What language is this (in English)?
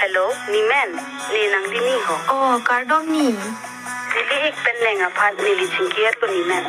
Karbi